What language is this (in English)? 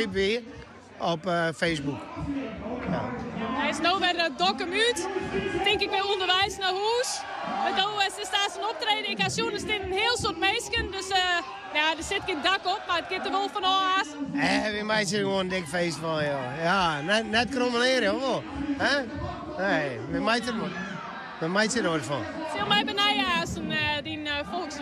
Western Frisian